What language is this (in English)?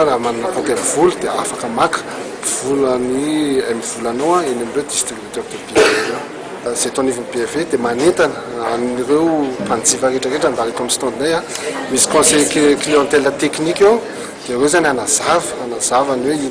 Malagasy